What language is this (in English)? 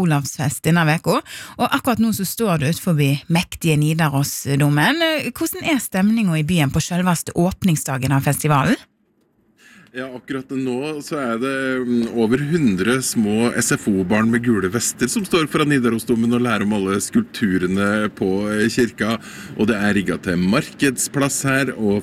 Norwegian